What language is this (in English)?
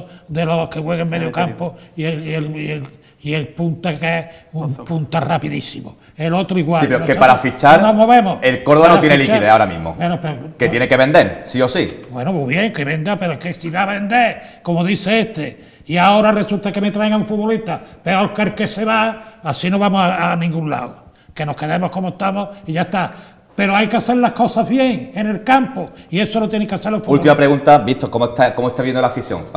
Spanish